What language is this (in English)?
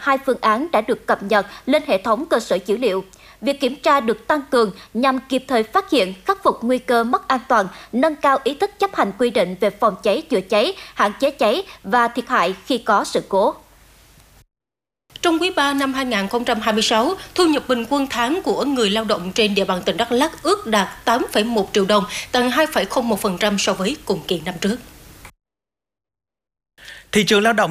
Vietnamese